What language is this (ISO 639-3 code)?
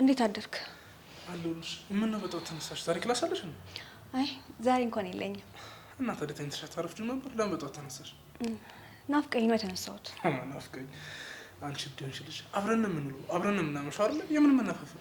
amh